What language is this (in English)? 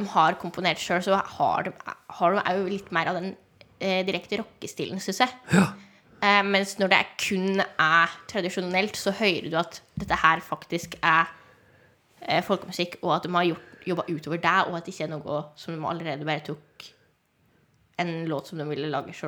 Norwegian